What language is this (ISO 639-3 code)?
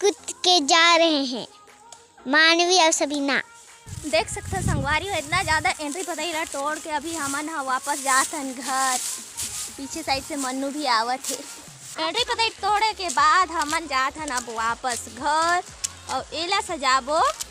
hne